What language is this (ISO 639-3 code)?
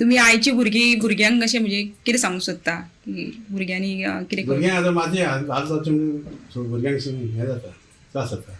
kok